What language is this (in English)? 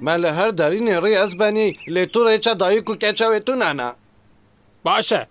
Kurdish